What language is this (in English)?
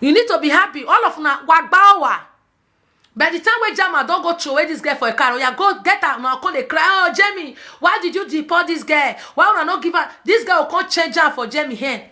Nigerian Pidgin